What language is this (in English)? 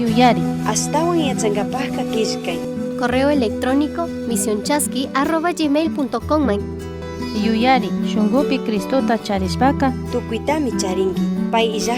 Chimborazo Highland Quichua